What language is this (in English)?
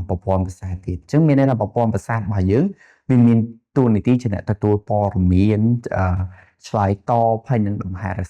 Khmer